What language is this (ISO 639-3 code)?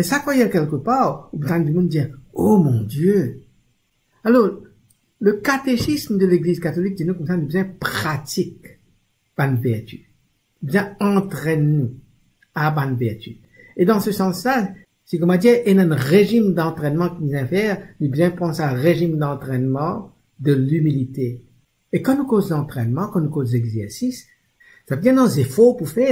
mfe